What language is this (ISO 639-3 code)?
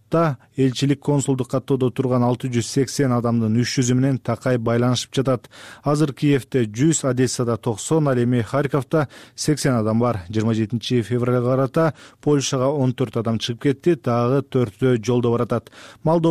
kir